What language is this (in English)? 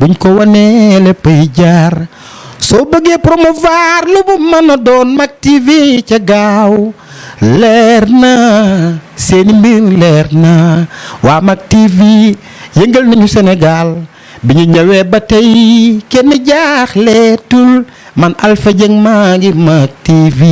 Wolof